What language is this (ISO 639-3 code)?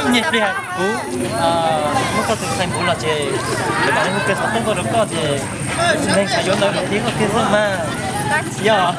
hmn